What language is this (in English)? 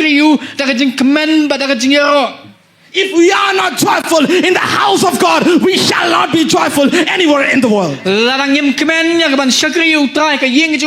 Khasi